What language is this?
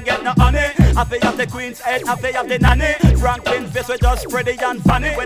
Jamaican Creole English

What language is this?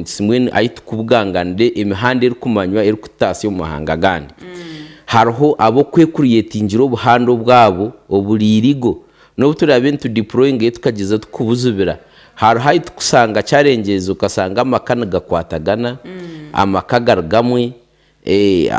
Nyankole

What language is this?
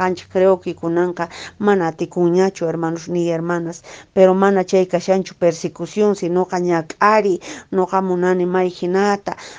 Quechua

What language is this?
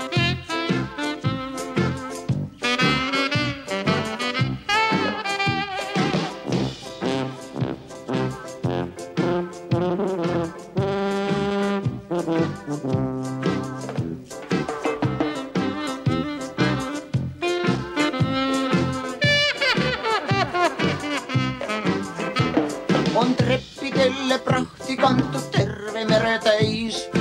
Estonian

